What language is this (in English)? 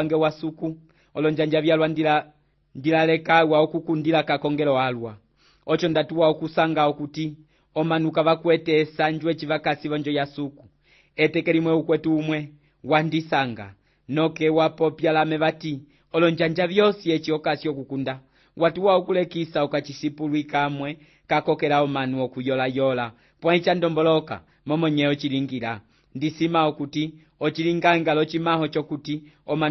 Umbundu